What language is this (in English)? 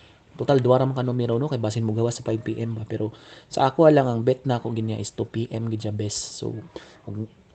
Cebuano